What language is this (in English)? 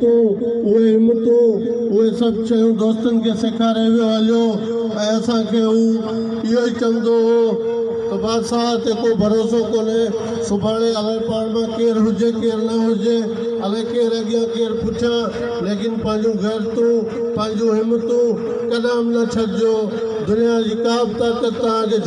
Sindhi